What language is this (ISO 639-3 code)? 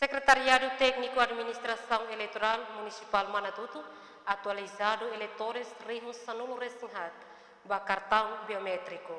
tet